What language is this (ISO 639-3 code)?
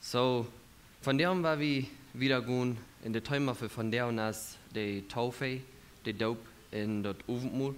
pdt